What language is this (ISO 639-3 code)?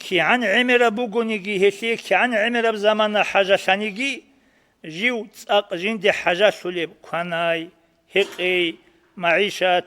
ava